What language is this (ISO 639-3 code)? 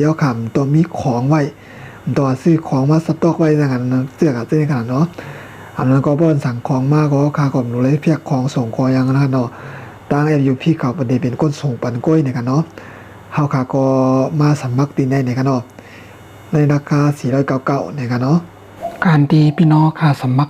shn